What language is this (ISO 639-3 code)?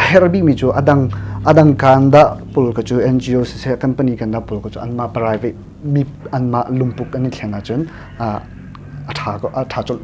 cnh